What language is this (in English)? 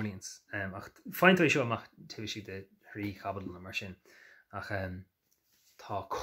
Irish